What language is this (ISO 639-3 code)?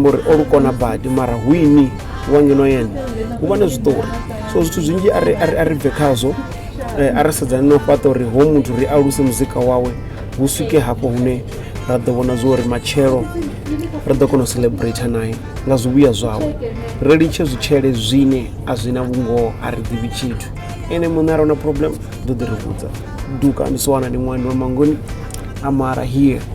ven